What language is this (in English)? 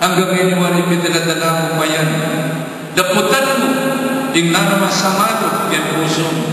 Pampanga